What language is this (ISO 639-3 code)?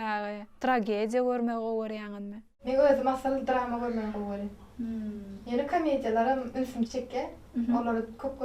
tuk